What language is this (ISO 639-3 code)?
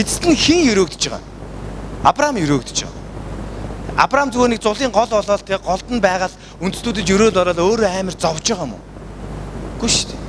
mon